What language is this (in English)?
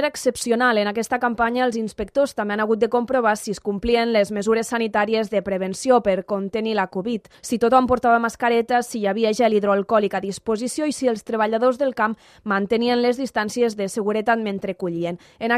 Catalan